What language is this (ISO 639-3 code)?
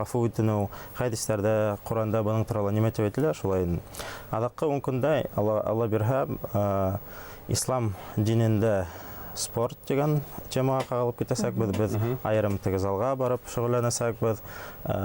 bak